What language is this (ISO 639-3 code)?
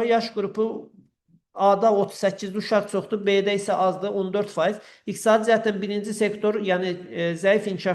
aze